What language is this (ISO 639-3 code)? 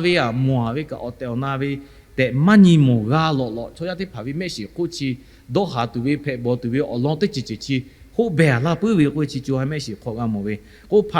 lhu